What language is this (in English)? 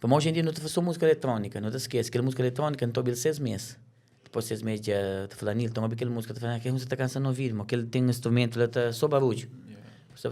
Kabuverdianu